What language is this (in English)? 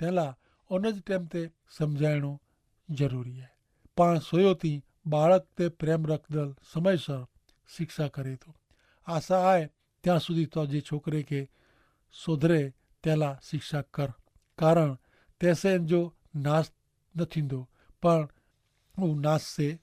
Kachhi